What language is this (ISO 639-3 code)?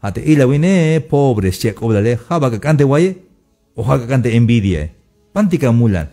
tzh